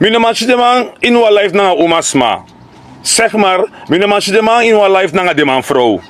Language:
Sranan Tongo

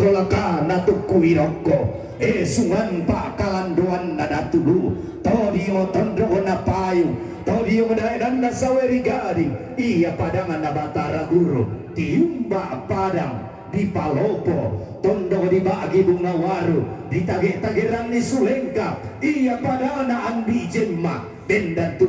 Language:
Toraja-Sa'dan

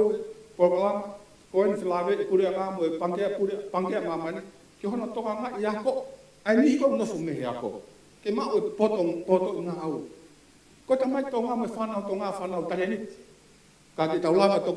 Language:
Tongan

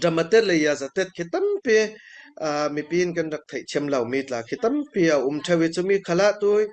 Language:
Falam Chin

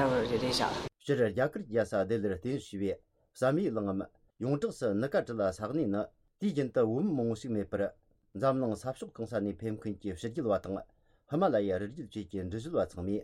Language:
Tibetan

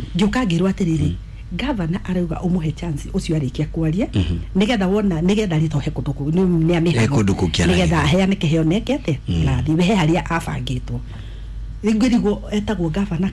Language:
Kikuyu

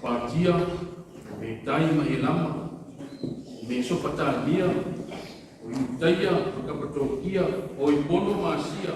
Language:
Samoan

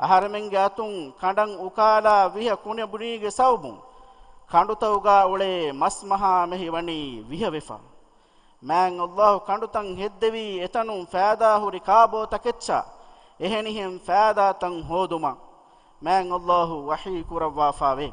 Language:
Divehi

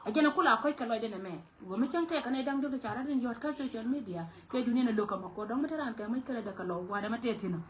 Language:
Nuer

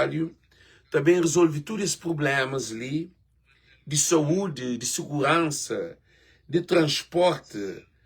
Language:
Kabuverdianu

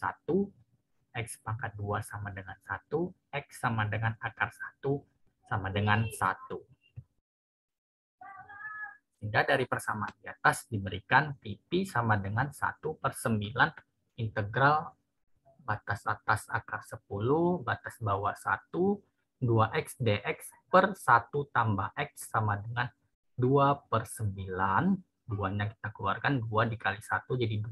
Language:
Indonesian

